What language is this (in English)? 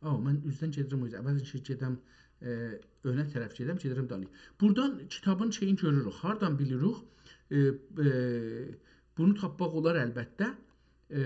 South Azerbaijani